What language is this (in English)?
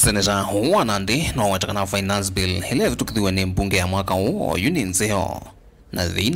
Kamba